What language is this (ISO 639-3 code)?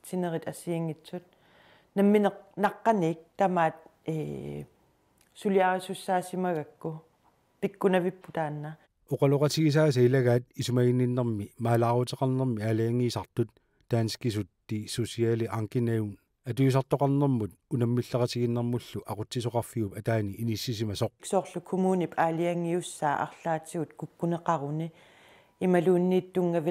kal